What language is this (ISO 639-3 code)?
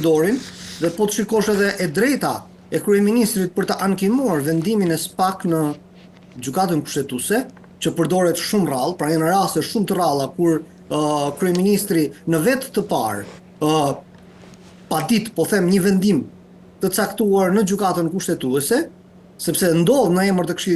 sqi